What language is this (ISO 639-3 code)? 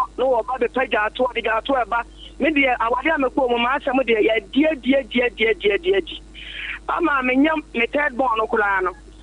aka